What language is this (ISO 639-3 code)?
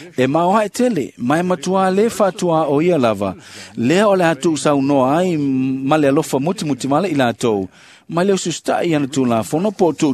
smo